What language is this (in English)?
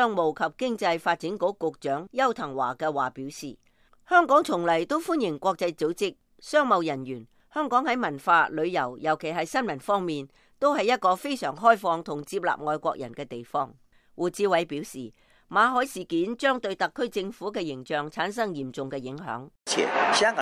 Cantonese